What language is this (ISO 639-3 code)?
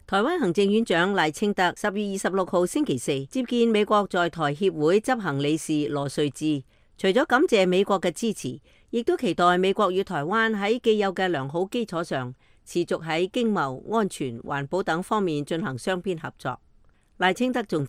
yue